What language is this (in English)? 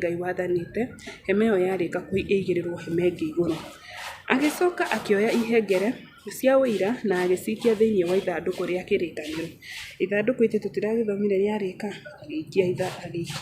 Kikuyu